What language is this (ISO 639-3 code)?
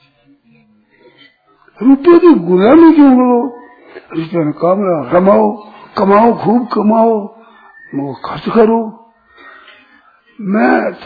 hin